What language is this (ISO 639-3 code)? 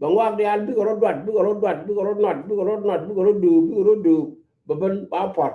nus